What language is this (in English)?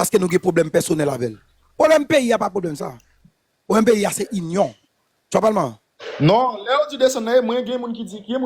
Haitian Creole